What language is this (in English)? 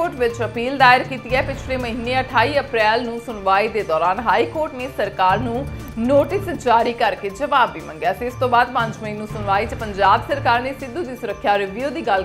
Punjabi